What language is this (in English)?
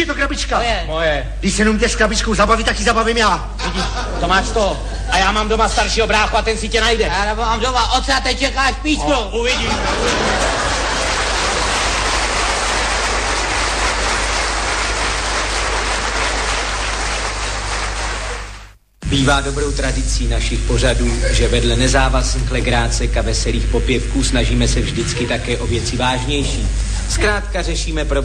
Czech